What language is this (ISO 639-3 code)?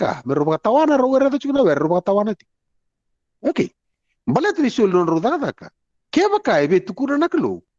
fij